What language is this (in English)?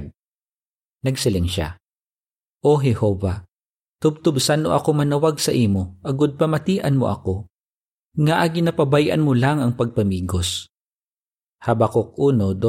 Hiligaynon